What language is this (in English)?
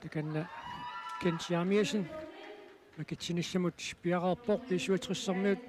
Kalaallisut